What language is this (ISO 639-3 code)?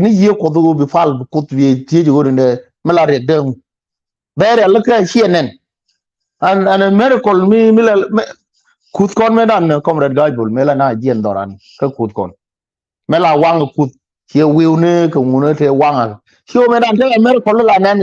nus